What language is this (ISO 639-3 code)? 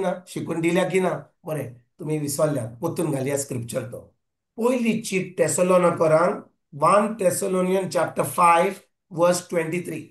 kok